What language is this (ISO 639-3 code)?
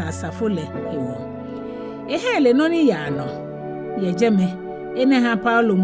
gaa